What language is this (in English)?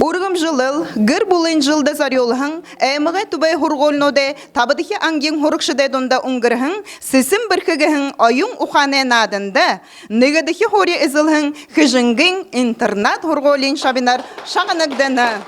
Buriat